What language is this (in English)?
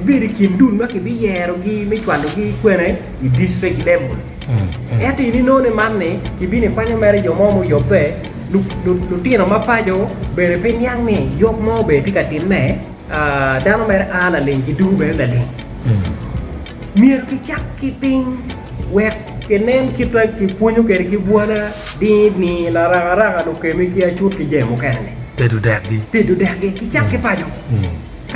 Acoli